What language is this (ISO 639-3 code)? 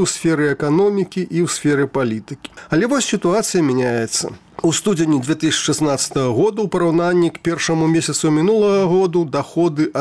bel